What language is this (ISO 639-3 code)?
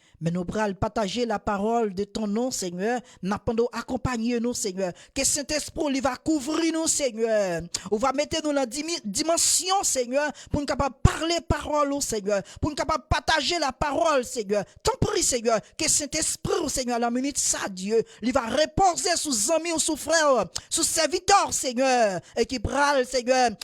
hat